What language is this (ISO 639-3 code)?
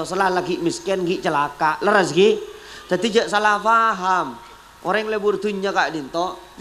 mad